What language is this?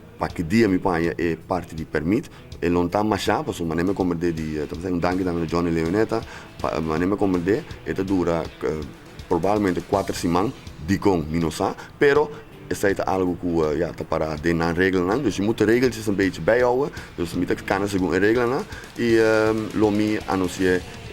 Papiamento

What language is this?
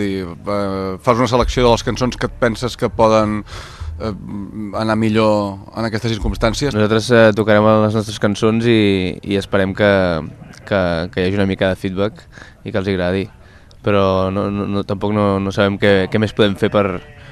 Catalan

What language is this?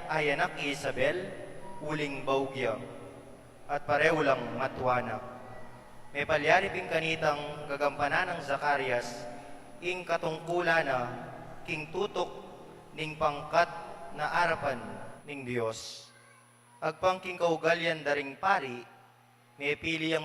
Pampanga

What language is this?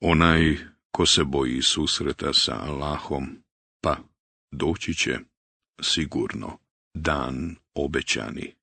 Bosnian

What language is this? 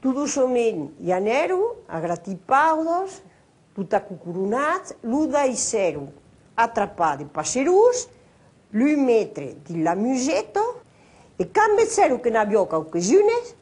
Occitan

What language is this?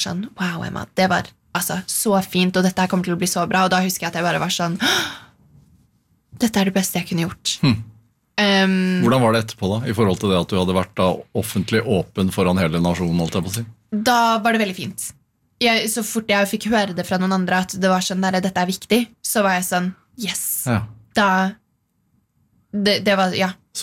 Norwegian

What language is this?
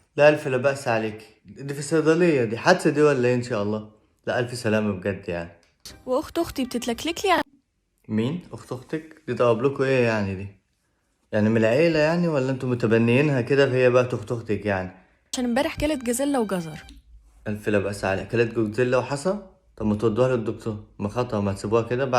Egyptian Arabic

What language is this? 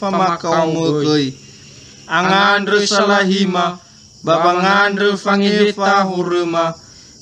Nias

